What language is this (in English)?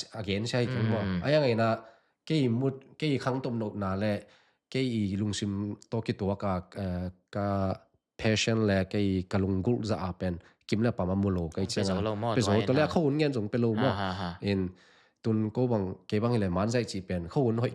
Tedim Chin